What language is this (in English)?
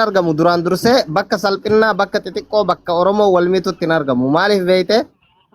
Oromo